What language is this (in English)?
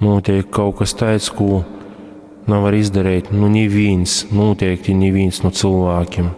Latgalian